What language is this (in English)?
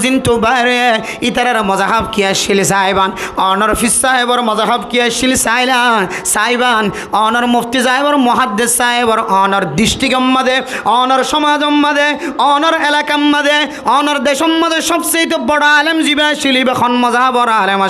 Rohingya